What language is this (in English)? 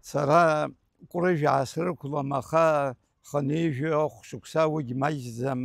Abkhazian